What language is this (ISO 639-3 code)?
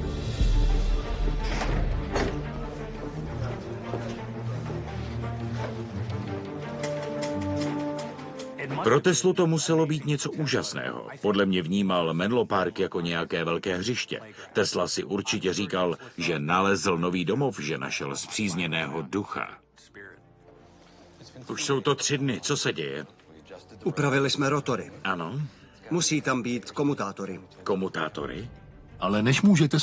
ces